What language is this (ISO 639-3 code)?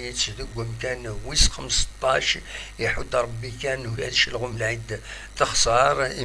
kab